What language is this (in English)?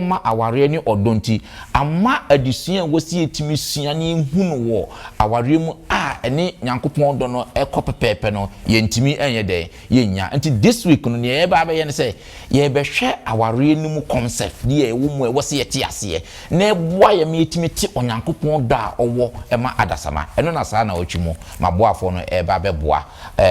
Akan